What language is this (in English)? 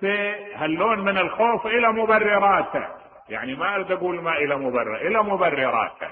Mesopotamian Arabic